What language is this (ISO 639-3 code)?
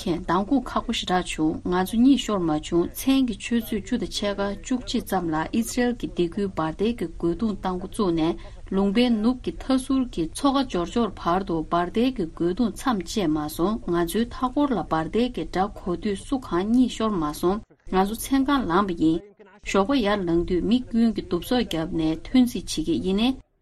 bod